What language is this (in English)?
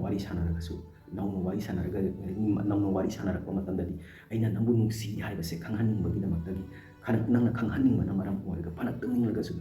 Manipuri